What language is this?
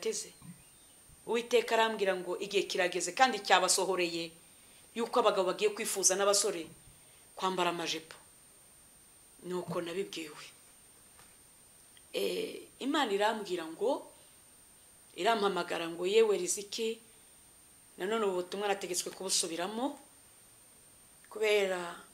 Kinyarwanda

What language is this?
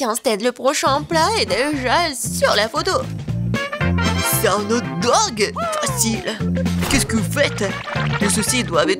French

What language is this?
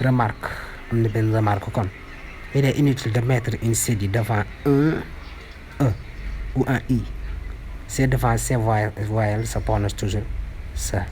Wolof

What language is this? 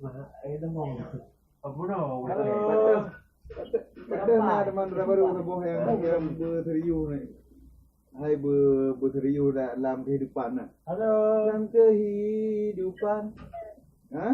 Achinese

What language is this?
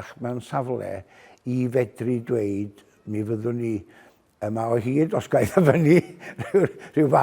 Welsh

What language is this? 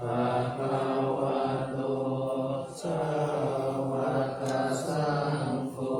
Pali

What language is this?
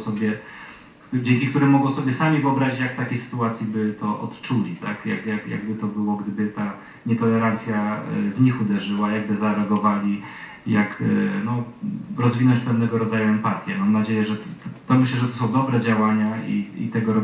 Polish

